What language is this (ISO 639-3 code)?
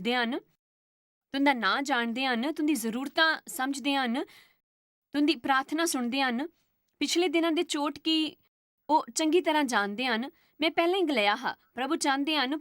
doi